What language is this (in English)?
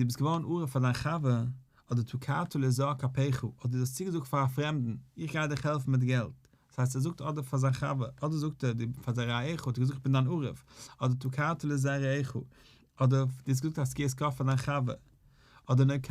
Yiddish